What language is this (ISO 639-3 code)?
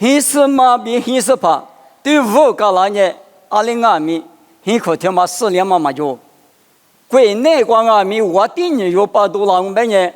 lis